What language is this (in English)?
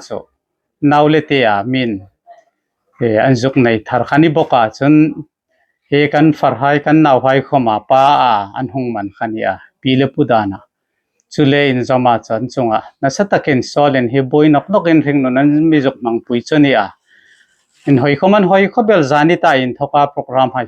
Hmar